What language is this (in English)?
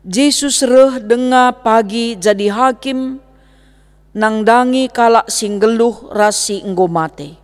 Batak Karo